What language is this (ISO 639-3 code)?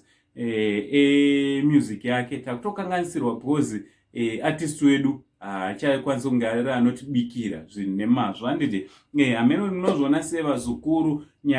sna